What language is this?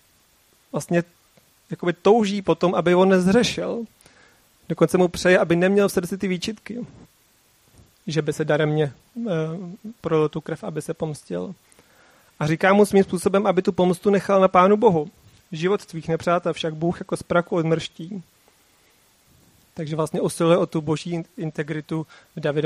Czech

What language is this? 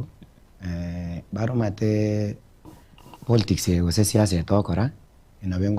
Gusii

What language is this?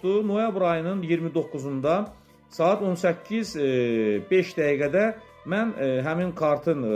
Azerbaijani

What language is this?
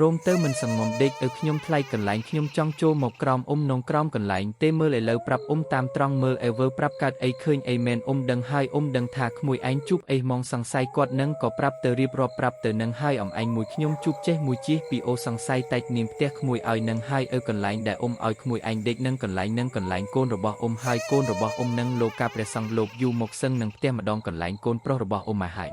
Khmer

